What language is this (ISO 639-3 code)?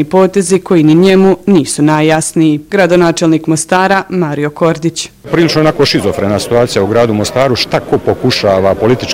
bos